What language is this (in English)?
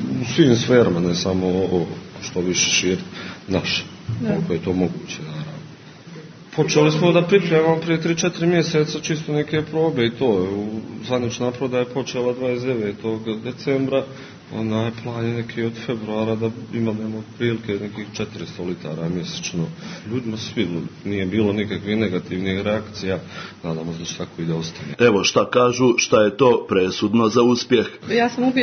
Serbian